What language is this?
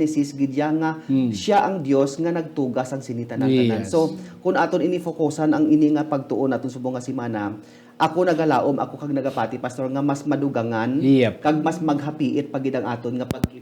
Hiligaynon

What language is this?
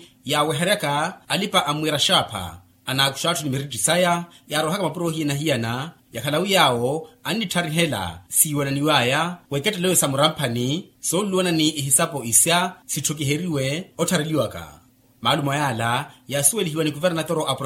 Makhuwa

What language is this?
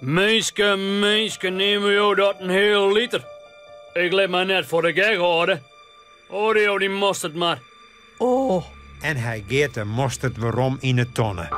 Western Frisian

